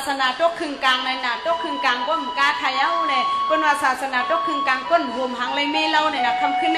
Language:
Shan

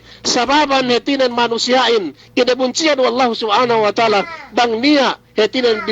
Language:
Yakan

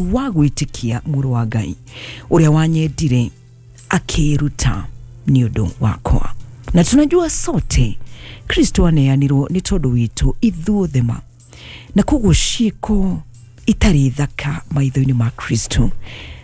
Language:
Kikuyu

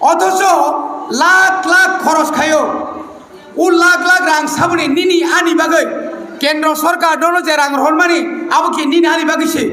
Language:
Kok Borok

